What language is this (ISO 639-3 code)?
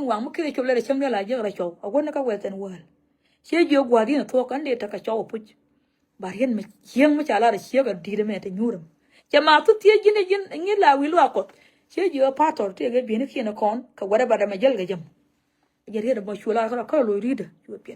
nus